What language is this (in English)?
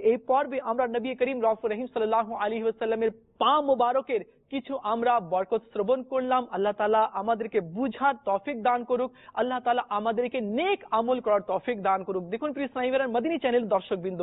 Bangla